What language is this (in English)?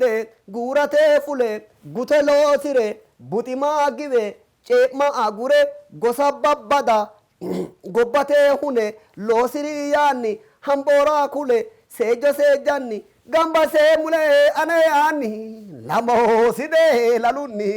Sidamo